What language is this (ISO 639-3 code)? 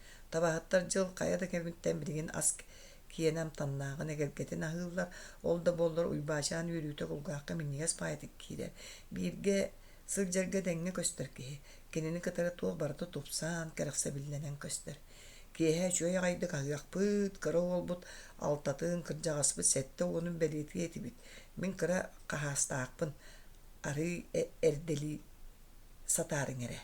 sah